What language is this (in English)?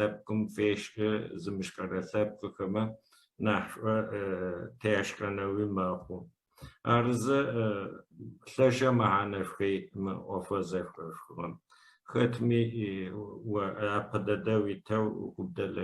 Adyghe